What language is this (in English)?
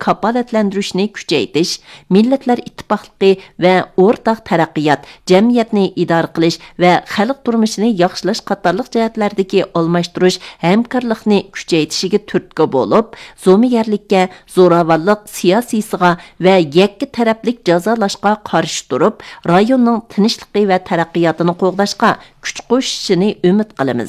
Uyghur